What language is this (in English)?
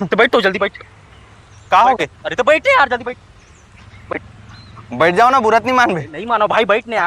Chhattisgarhi